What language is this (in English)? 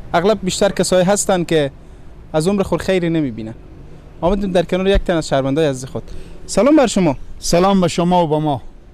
Persian